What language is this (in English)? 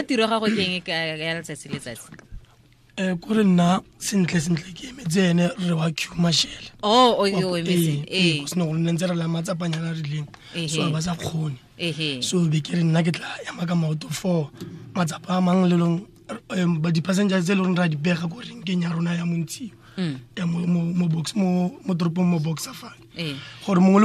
Tswana